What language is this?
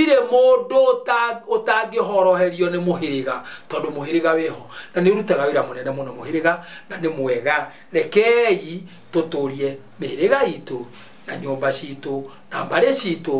Kikuyu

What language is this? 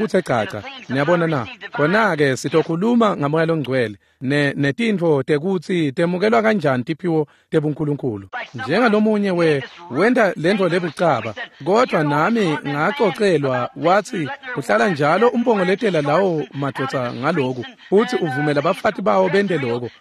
Swati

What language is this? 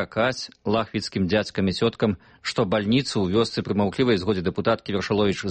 Belarusian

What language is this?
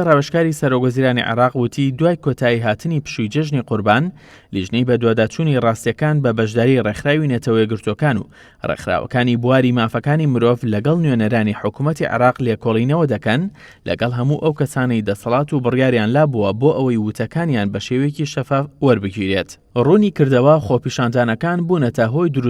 Central Kurdish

